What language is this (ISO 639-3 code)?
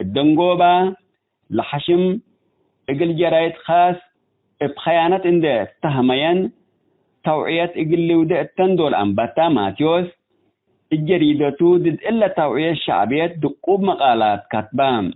tig